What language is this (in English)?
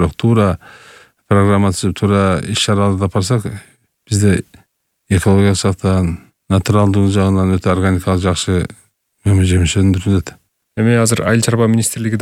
Kyrgyz